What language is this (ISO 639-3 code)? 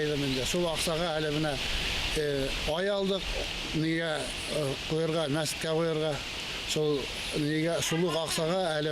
bak